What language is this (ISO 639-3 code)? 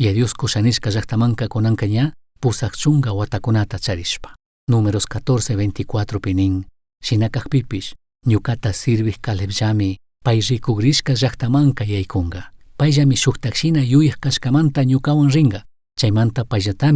qug